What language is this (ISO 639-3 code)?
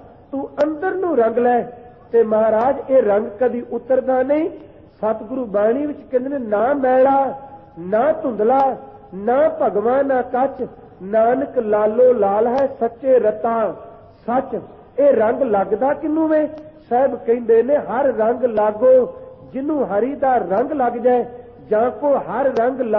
pan